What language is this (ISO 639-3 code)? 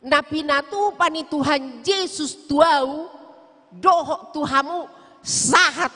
bbc